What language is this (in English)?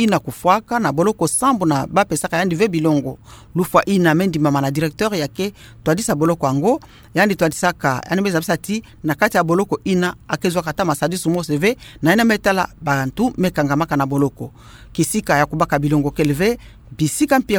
Kituba (Democratic Republic of Congo)